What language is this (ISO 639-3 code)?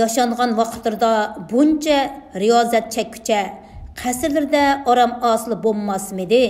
uig